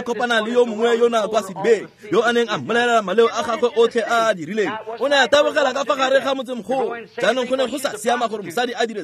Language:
Tswana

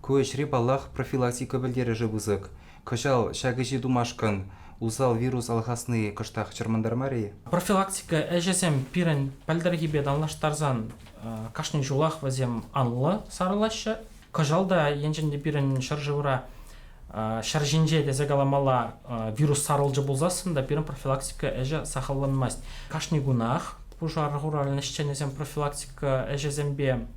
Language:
Chuvash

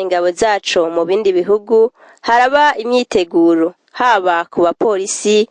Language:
Rundi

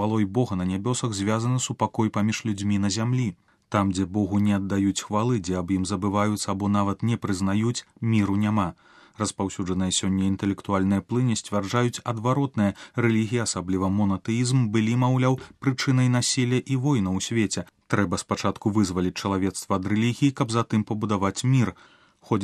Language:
Belarusian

